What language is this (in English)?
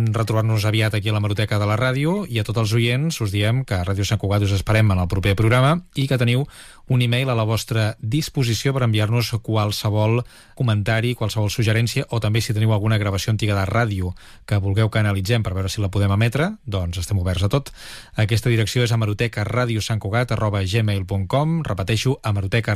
Catalan